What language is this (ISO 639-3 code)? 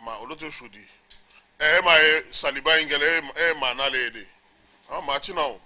bam